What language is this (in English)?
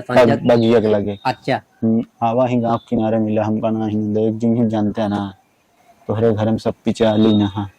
Awadhi